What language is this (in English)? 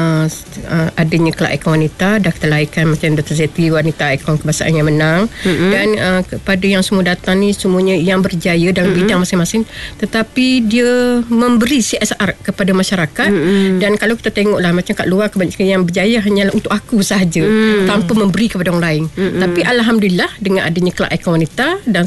Malay